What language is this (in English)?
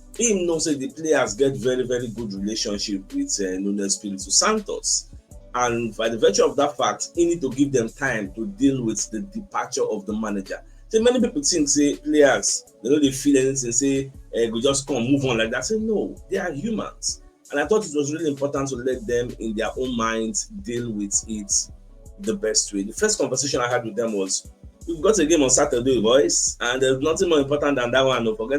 Nigerian Pidgin